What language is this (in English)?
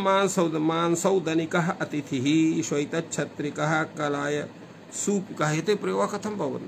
Sanskrit